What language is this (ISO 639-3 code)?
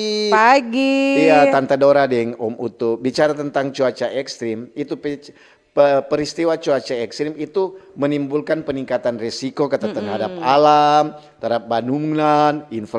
xmm